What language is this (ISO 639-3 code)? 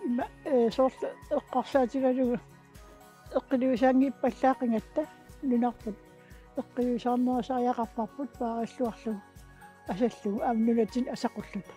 kal